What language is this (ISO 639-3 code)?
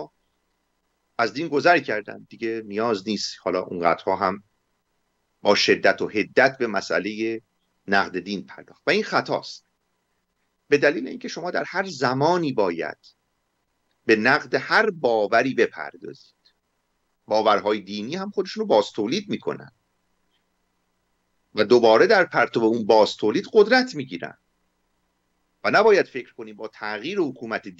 fas